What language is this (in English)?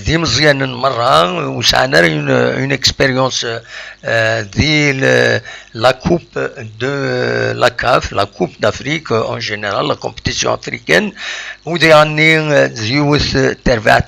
Kabyle